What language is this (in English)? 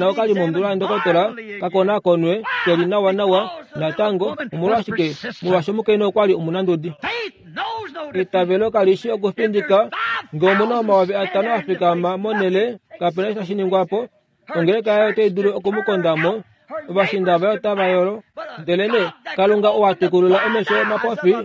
Kuanyama